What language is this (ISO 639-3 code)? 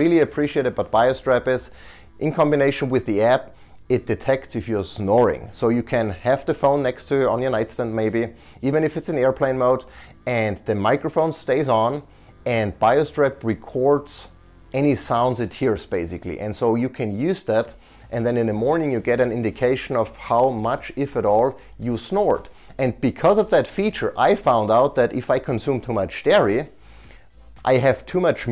eng